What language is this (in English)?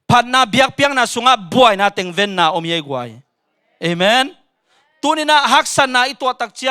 Tedim Chin